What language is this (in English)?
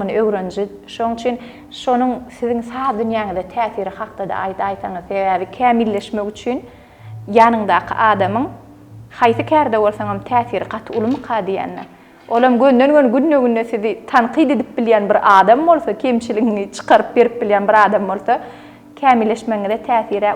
Turkmen